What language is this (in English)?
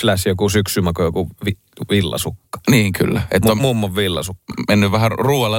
Finnish